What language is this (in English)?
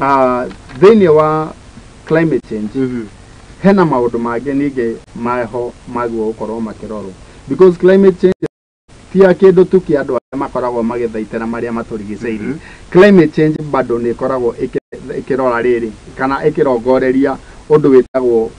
Kikuyu